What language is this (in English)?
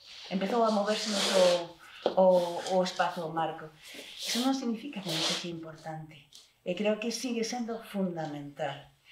Galician